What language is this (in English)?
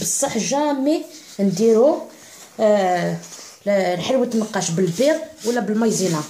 Algerian Arabic